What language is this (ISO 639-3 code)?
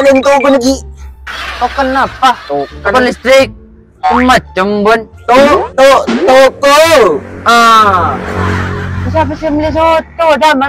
mad